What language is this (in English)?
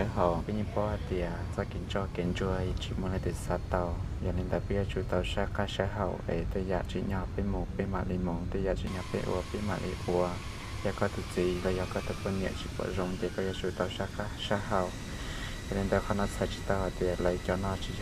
Hmong